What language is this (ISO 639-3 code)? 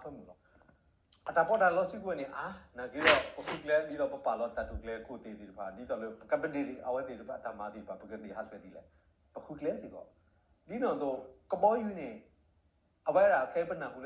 ksw